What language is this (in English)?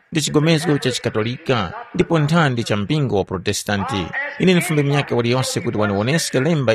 Tumbuka